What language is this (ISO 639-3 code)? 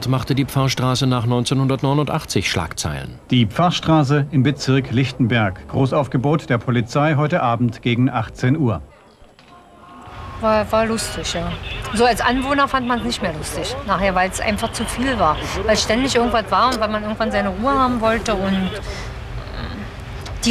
deu